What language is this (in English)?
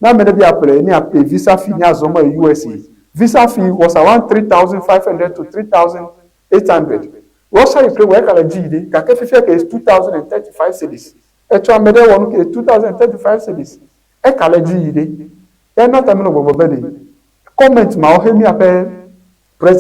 Ewe